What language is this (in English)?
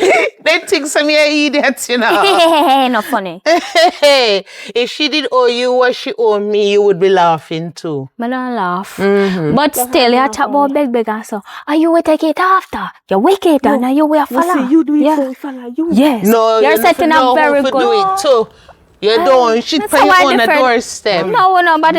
Jamaican Creole English